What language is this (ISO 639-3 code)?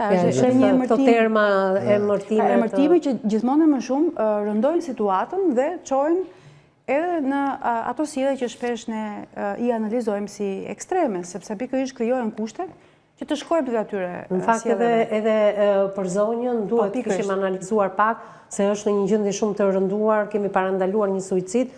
sqi